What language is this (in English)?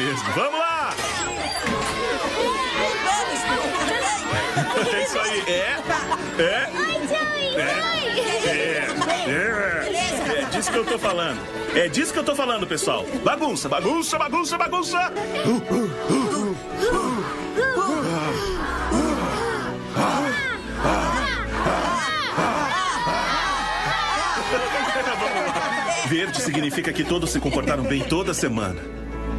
Portuguese